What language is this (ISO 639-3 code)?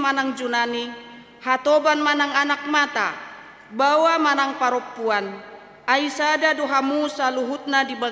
bbc